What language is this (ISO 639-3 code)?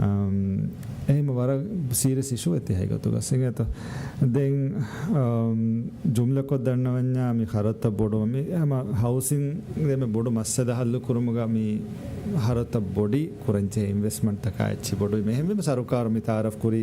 div